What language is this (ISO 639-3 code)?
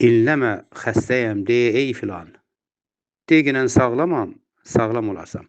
aze